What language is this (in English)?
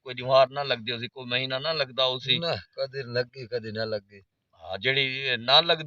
Saraiki